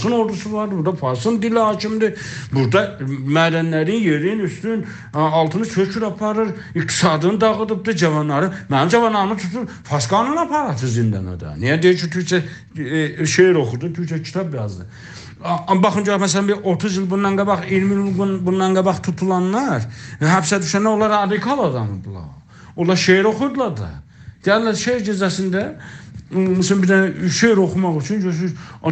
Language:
South Azerbaijani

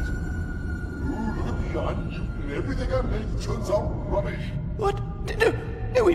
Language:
English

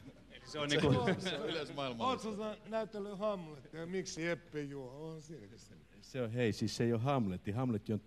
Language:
Finnish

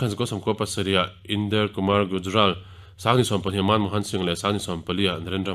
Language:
Mizo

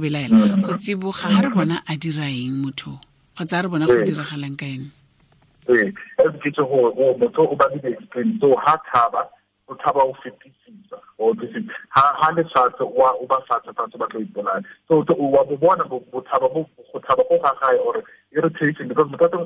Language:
Tswana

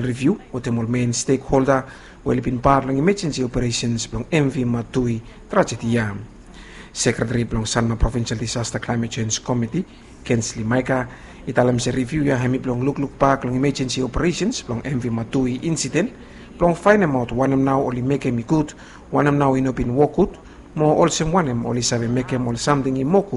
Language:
Bislama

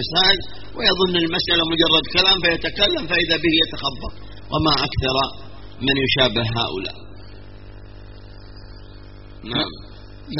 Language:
Arabic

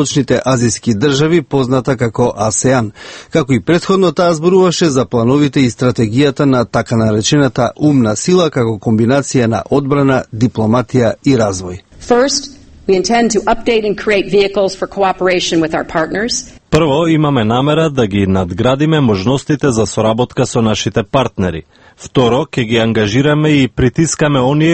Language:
Macedonian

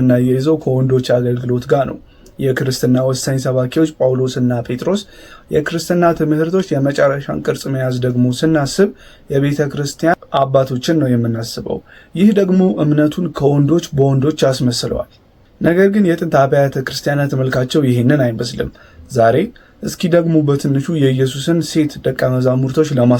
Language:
Amharic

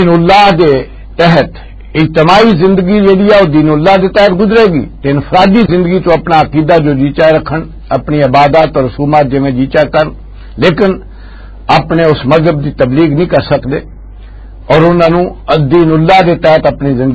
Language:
Western Panjabi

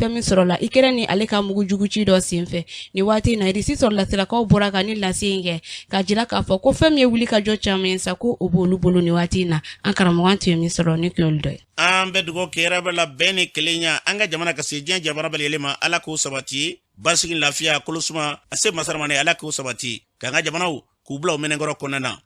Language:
Bambara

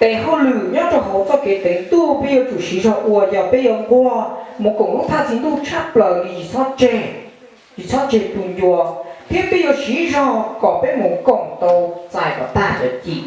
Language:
Hmong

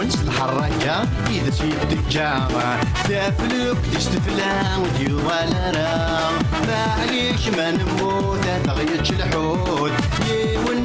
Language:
Kabyle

